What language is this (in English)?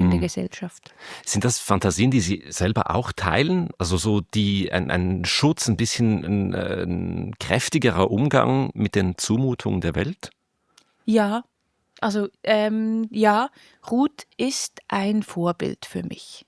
Swiss German